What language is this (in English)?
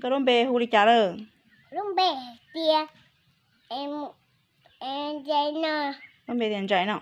Hmong